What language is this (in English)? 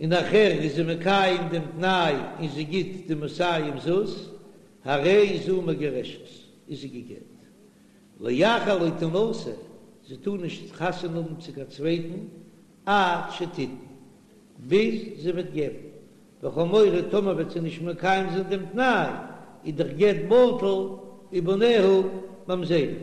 Yiddish